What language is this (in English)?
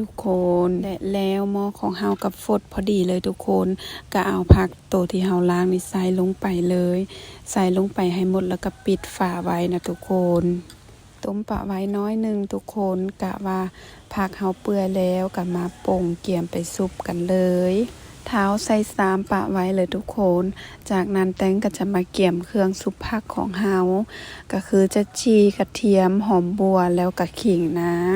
Lao